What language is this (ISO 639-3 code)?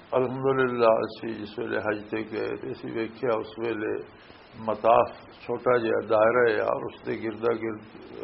lah